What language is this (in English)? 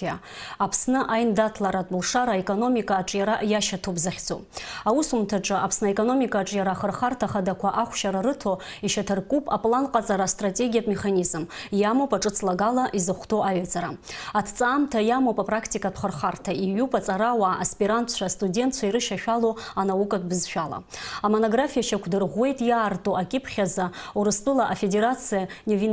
Abkhazian